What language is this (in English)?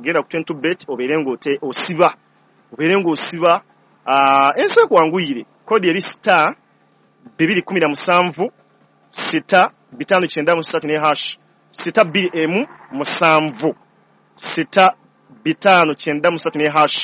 Ganda